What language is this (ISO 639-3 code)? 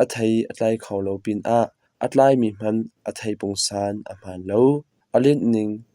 cnh